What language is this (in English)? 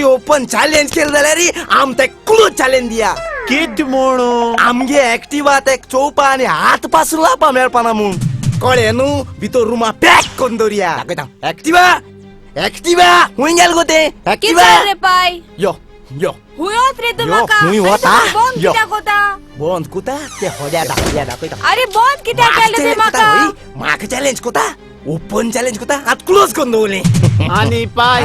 Konkani